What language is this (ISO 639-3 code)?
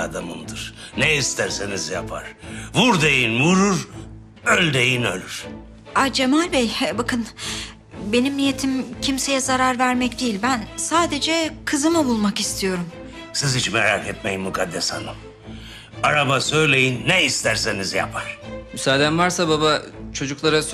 tur